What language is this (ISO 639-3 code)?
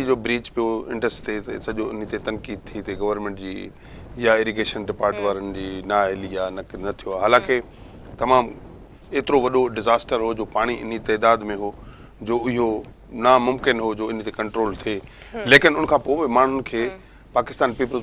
snd